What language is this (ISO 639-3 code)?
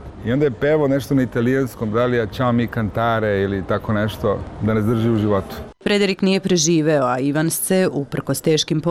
srp